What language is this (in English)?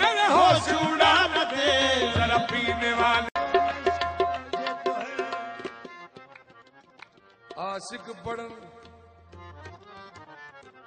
Urdu